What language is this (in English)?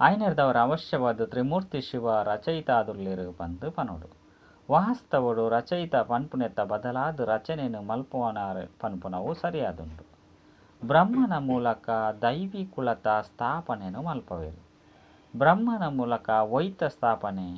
Tulu